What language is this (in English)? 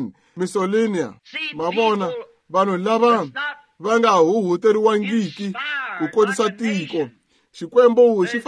Tsonga